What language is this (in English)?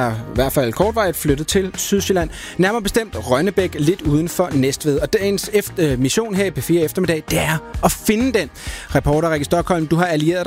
Danish